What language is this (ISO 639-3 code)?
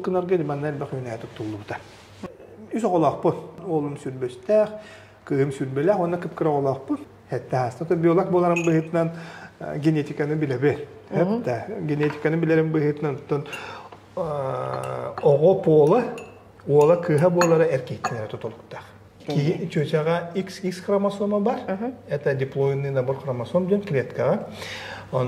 sah